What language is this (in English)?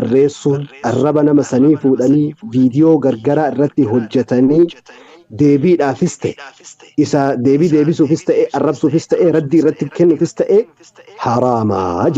Oromo